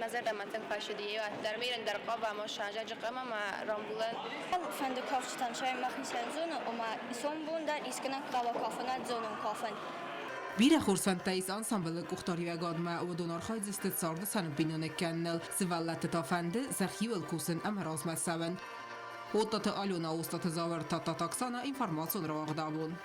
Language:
Ossetic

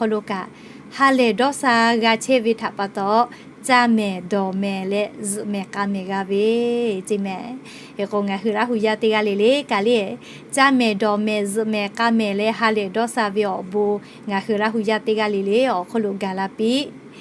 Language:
Lahu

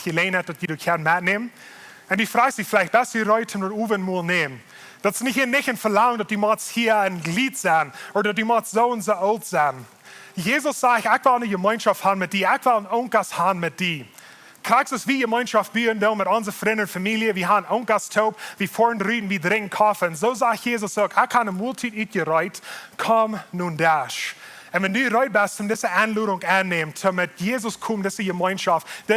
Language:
Plautdietsch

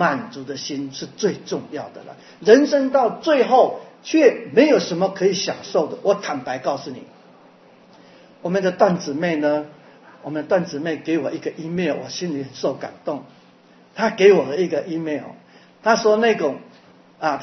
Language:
Chinese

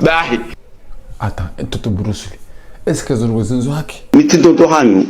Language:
Ngazidja Comorian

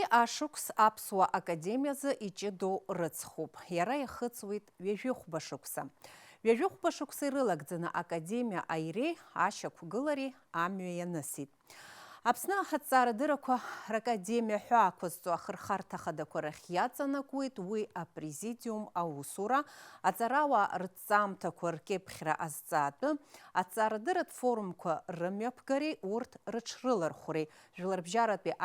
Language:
Abkhazian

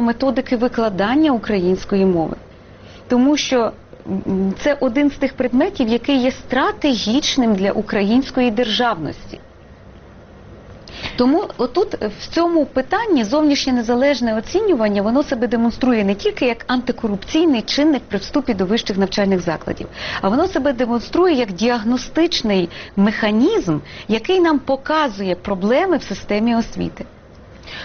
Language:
Ukrainian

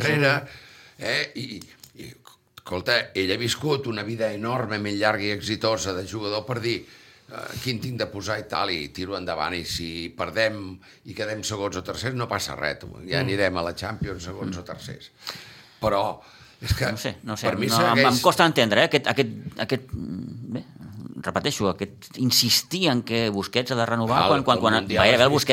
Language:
Catalan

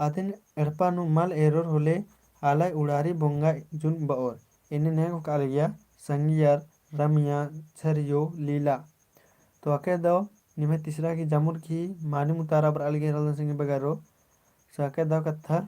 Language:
Kurukh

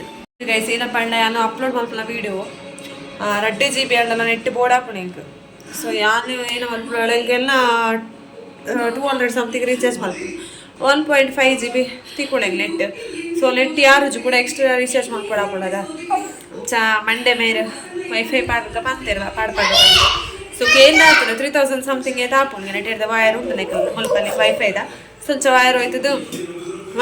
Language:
Tulu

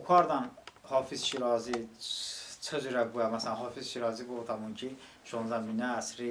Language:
Talysh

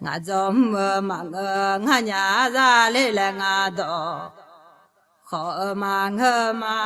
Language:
Akha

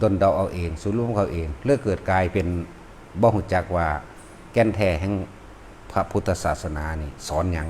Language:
Northeastern Thai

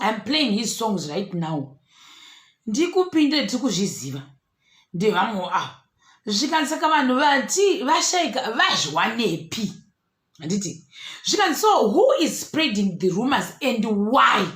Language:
Shona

